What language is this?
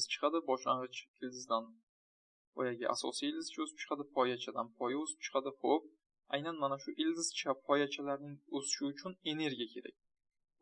Uzbek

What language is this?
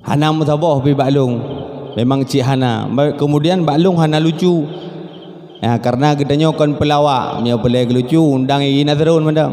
Achinese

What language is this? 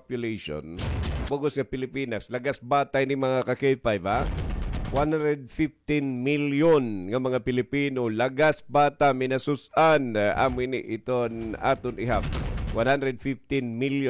Waray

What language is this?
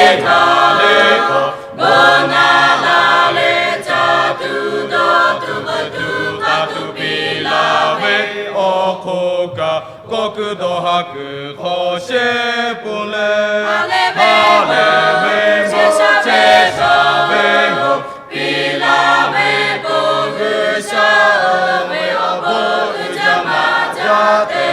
Lahu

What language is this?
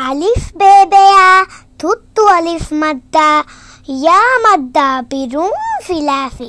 Divehi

